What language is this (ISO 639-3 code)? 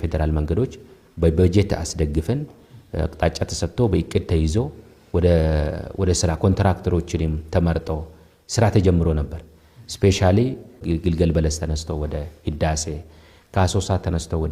amh